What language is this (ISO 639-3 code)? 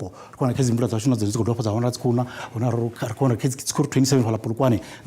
ven